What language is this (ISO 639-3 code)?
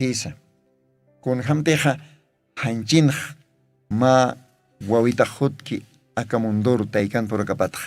aym